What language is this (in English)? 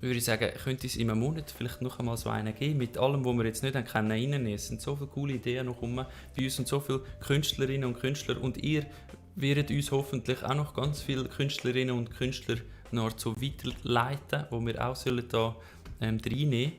Swiss German